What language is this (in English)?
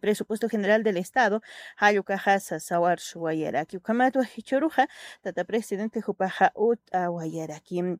Aymara